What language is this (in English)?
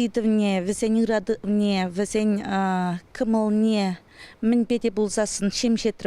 Chuvash